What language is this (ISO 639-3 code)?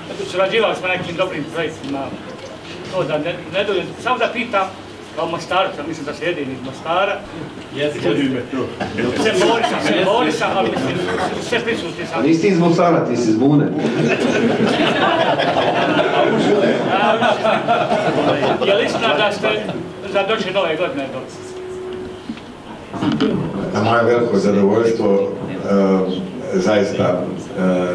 hrv